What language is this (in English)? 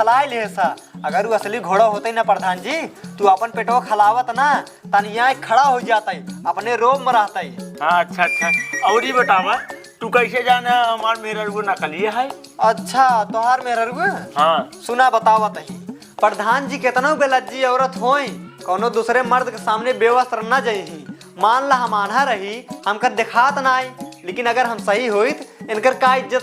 Awadhi